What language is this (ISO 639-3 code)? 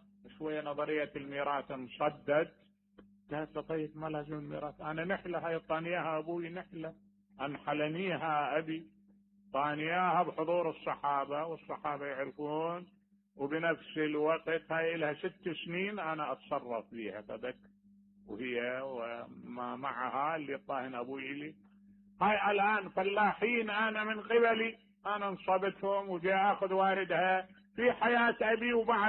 acm